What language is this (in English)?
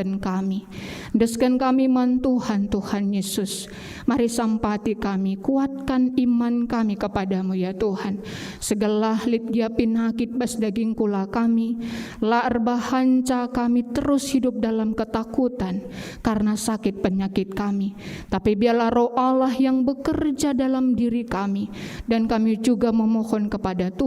Batak Karo